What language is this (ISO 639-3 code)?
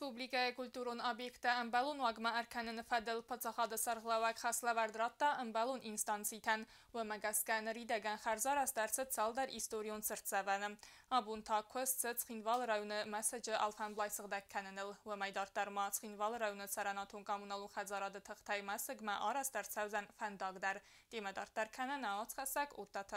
oss